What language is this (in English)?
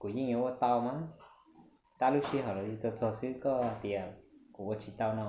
Hmong